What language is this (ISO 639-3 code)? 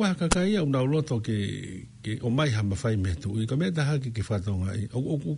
ton